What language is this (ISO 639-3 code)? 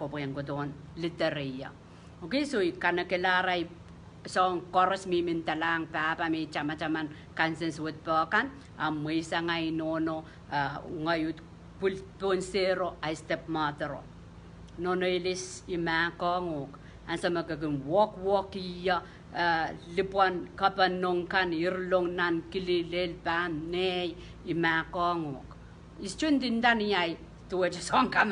pon